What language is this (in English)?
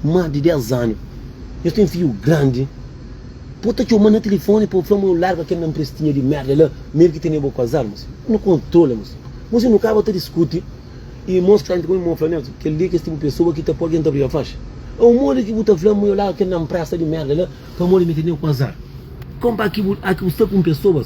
Kabuverdianu